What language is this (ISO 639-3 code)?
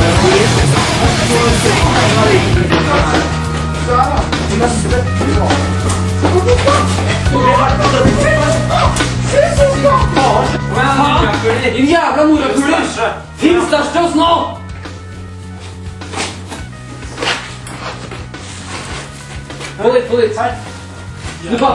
nor